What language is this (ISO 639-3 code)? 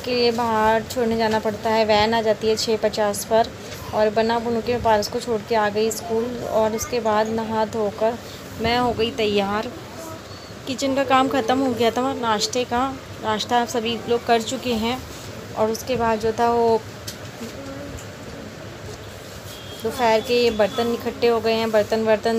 hin